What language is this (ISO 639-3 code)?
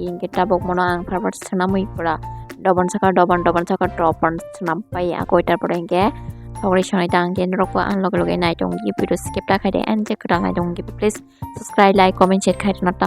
trp